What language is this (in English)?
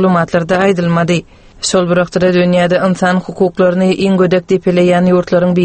Turkmen